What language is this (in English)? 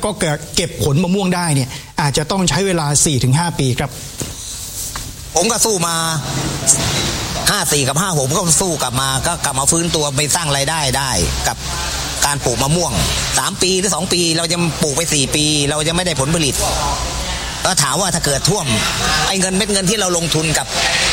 Thai